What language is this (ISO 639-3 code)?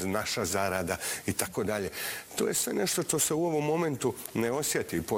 bos